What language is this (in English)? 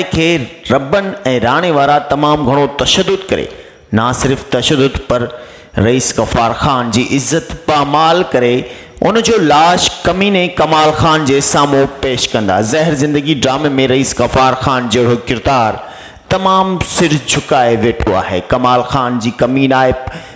Sindhi